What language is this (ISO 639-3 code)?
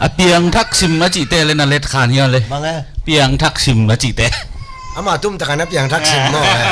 ctd